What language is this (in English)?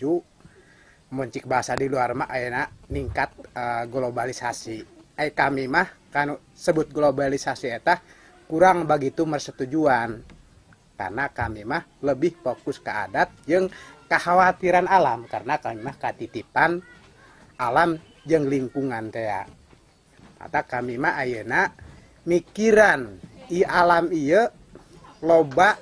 Sundanese